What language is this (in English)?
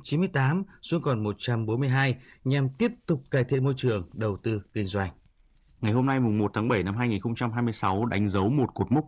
Vietnamese